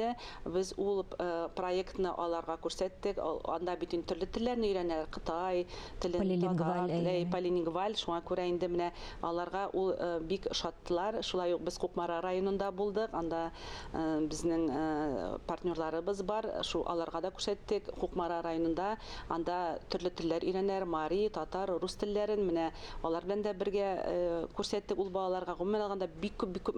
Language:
Tatar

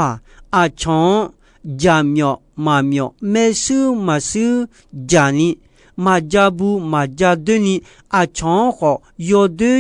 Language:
Akha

